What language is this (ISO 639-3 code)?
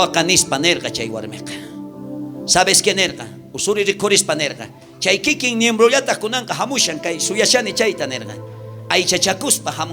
quh